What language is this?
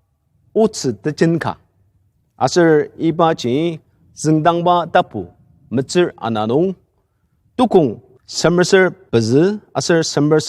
Ao Naga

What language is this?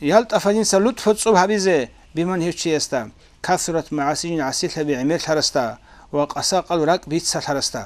Avaric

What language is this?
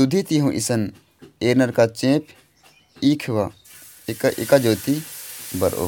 Kurukh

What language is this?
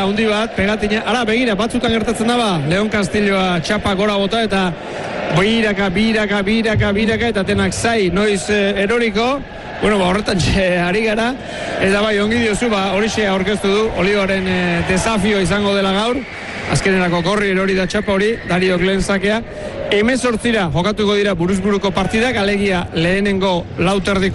Basque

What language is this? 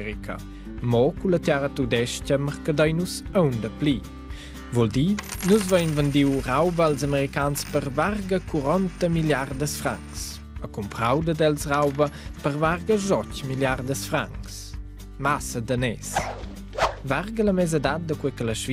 Romansh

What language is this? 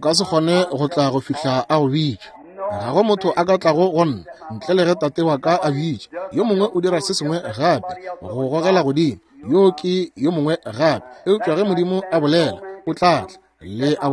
Northern Sotho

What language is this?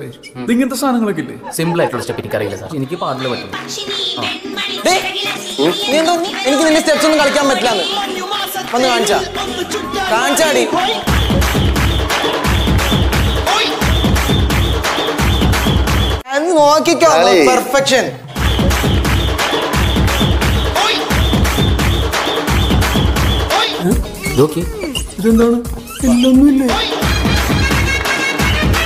Malayalam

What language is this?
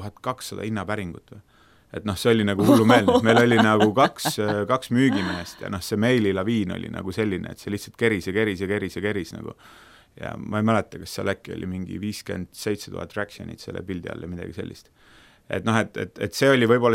Estonian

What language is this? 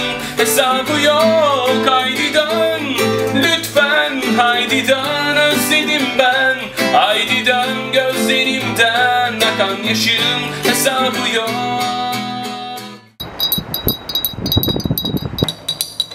Turkish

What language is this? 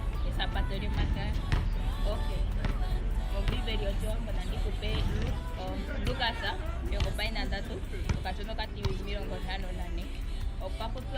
Ndonga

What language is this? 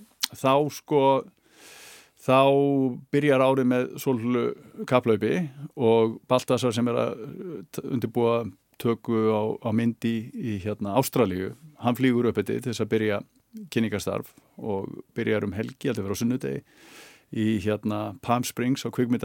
Icelandic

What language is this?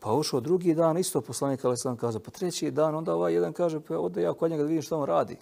Bosnian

